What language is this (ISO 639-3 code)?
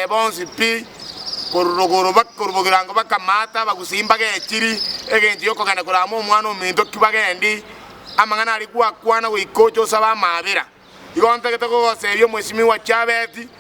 guz